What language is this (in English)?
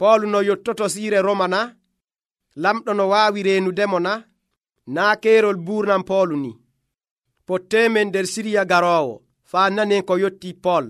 Nigerian Fulfulde